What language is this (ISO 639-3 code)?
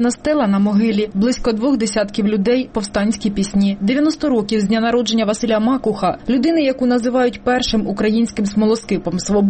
ukr